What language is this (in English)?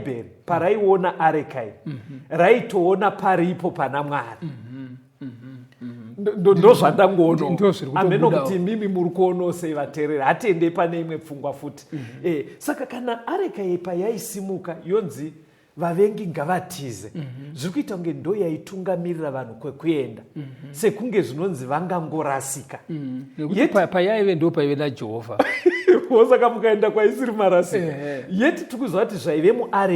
Shona